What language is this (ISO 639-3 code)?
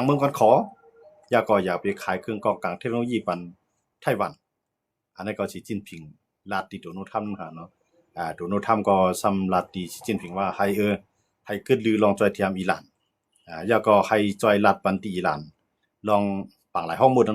shn